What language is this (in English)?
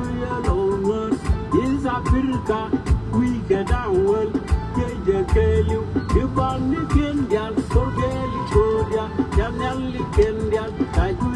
Nuer